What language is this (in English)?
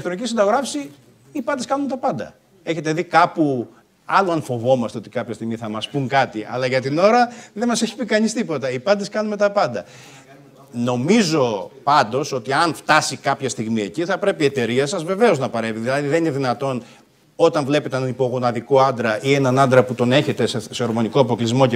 Greek